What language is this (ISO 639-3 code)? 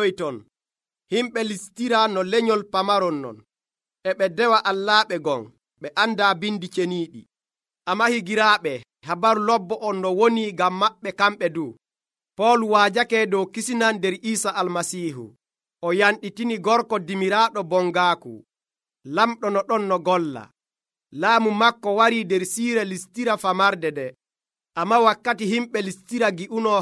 fuv